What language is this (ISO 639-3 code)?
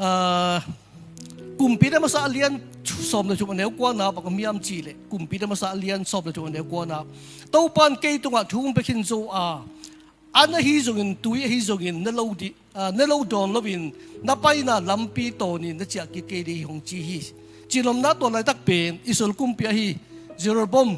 ctd